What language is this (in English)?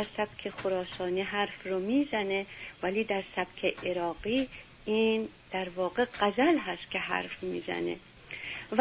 Persian